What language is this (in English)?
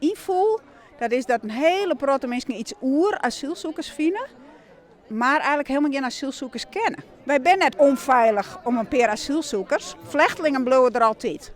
Western Frisian